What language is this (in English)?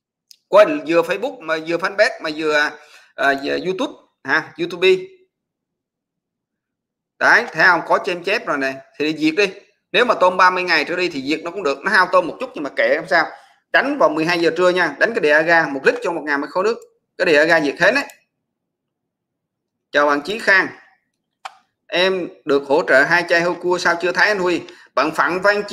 Vietnamese